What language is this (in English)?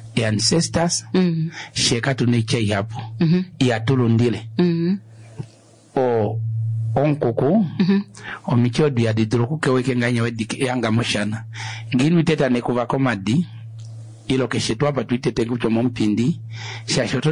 Kuanyama